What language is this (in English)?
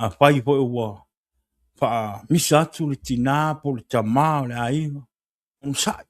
Samoan